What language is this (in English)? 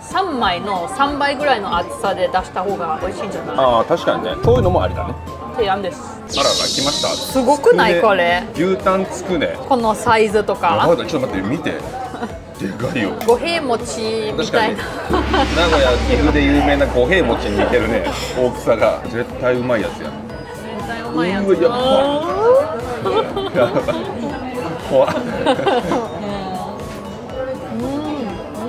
Japanese